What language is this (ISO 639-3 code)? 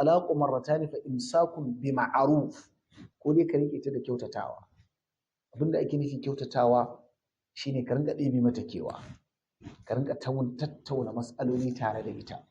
hau